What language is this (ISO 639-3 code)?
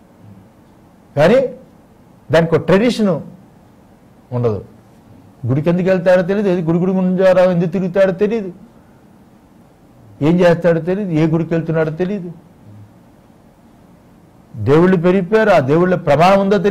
tel